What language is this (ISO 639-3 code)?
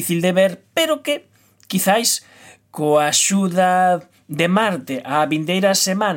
glg